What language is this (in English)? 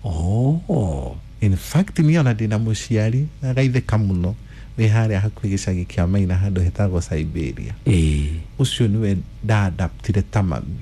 Kikuyu